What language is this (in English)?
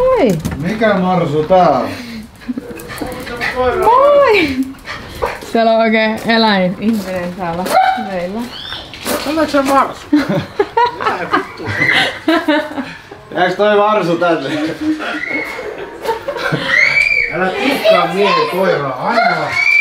Finnish